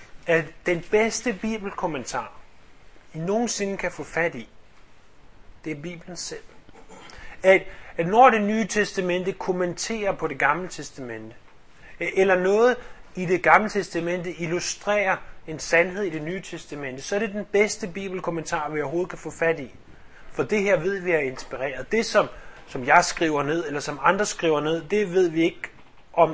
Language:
Danish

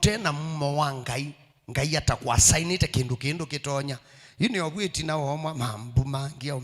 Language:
Kamba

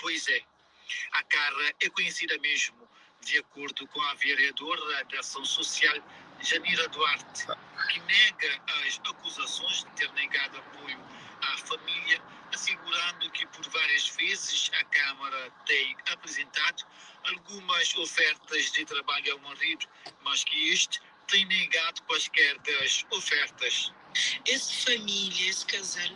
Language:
Kabuverdianu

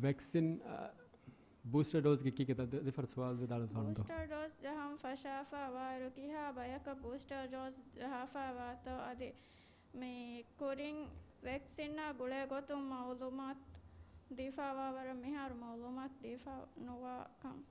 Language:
Divehi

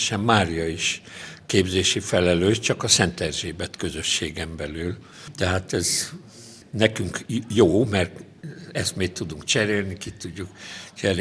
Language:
Hungarian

